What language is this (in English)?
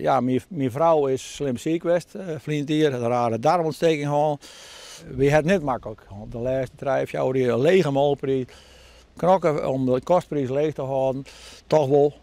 Western Frisian